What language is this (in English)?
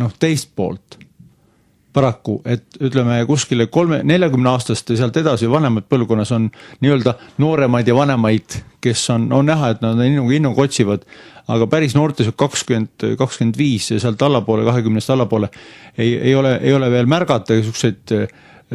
Estonian